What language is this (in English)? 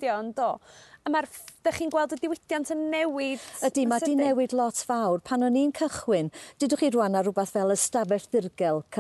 Welsh